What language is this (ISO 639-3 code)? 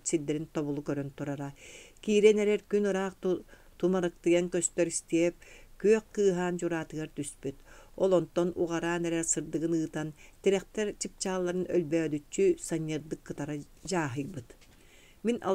sah